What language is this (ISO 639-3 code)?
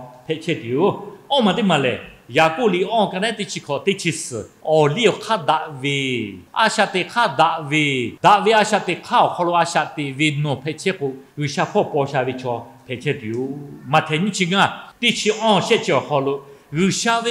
lhu